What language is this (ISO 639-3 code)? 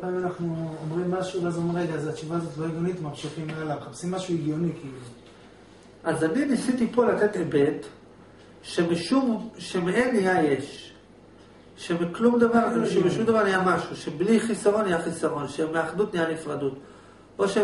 heb